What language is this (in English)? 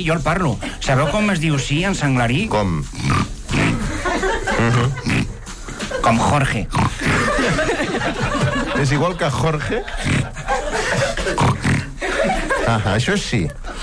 Catalan